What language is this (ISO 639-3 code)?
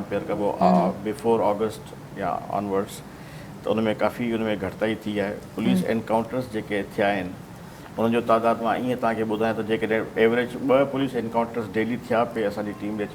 snd